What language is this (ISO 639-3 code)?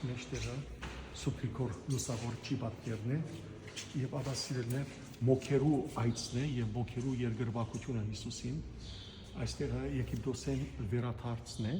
hyw